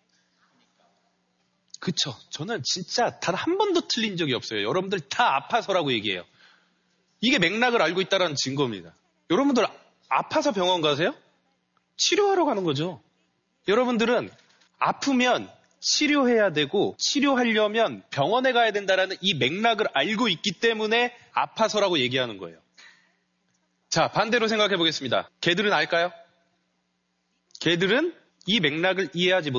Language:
Korean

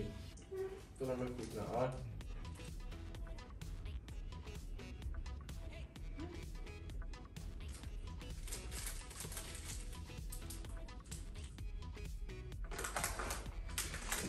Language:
Czech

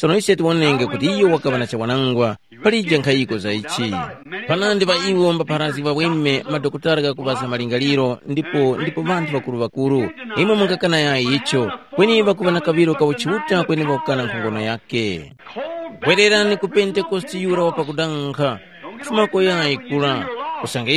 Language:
Tumbuka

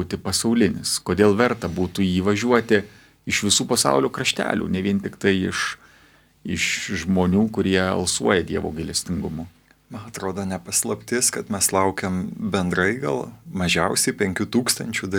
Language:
Lithuanian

